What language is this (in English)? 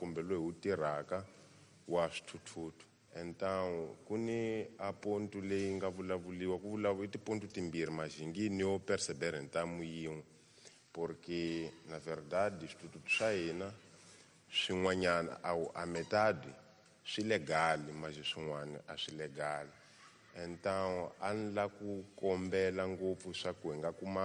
Tsonga